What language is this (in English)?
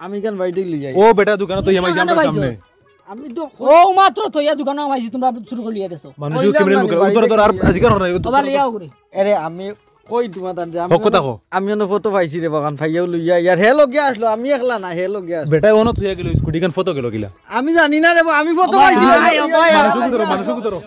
Sylheti